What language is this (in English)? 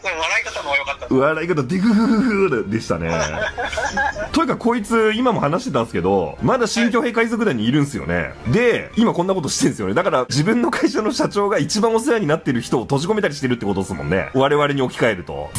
Japanese